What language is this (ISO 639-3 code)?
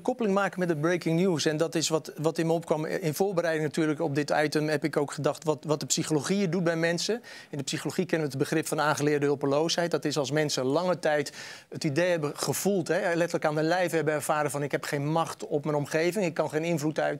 nld